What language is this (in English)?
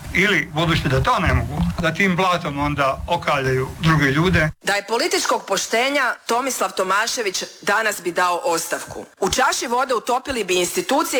Croatian